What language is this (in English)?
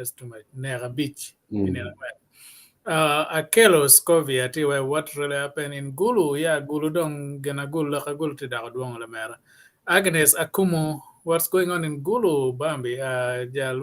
Acoli